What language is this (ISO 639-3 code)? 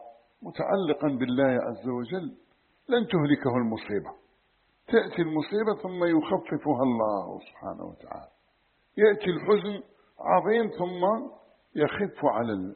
ara